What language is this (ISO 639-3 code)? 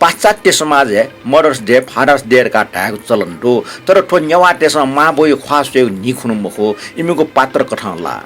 new